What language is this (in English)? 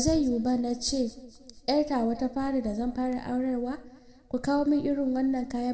Hausa